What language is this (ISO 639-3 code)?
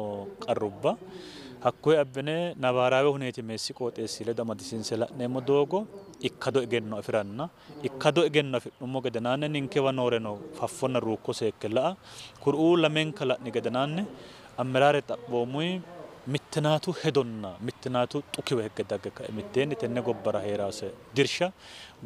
sid